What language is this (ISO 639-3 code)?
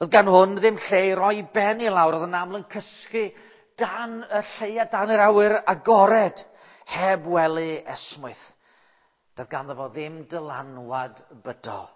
cym